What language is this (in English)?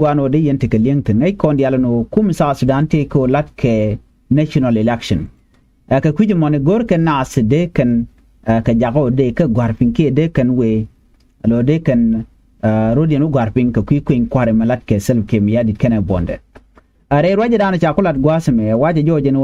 Nuer